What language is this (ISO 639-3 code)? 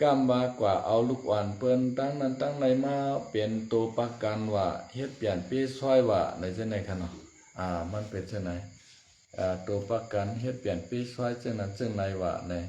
shn